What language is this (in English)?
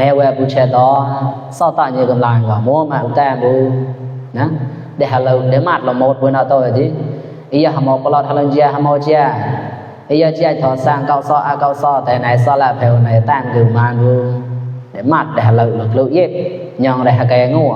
Mon